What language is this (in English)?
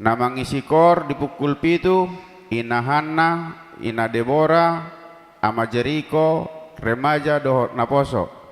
Batak Toba